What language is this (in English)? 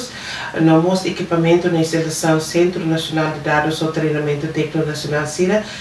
Tetum